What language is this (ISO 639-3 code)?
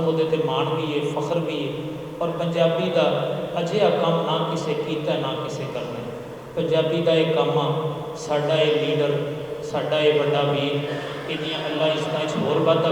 lah